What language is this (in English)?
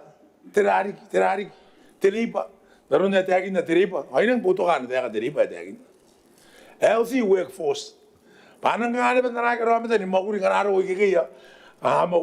Gilbertese